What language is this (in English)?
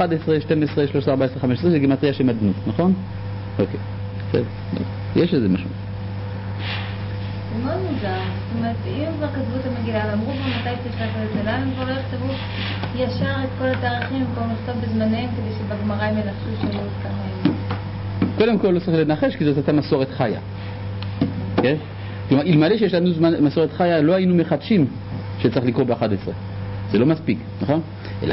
Hebrew